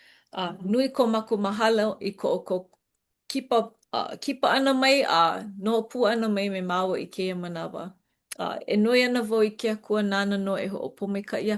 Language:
Hawaiian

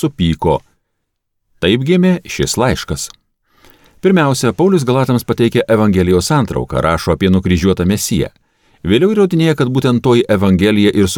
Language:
Lithuanian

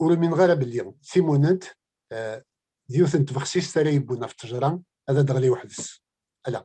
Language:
Kabyle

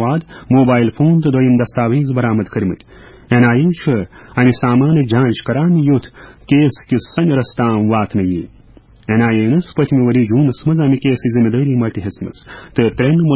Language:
Kashmiri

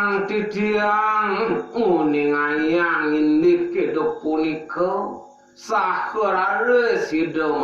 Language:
Balinese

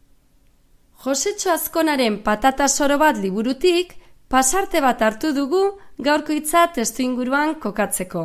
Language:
Basque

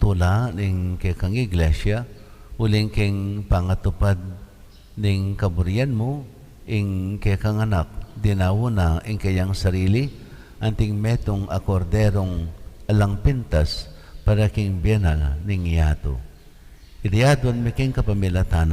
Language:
Pampanga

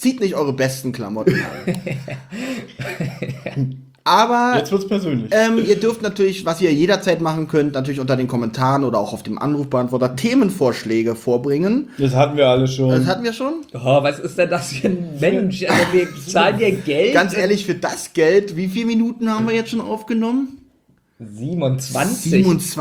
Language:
German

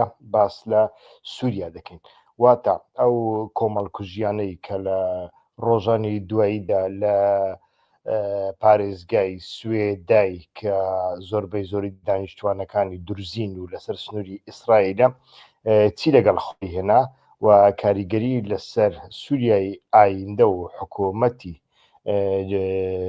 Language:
Central Kurdish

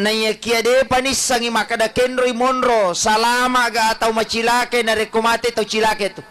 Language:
Buginese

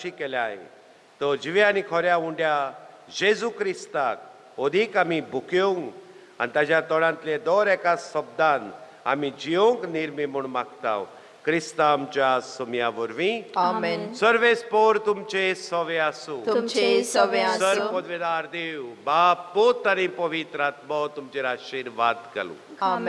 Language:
Konkani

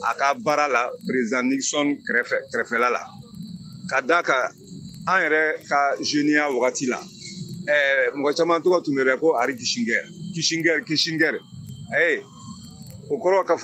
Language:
Bambara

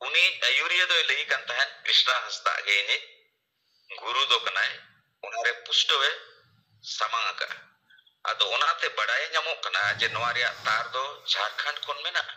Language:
Santali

